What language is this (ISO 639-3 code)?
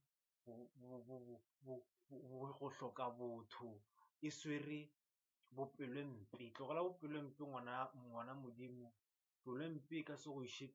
nso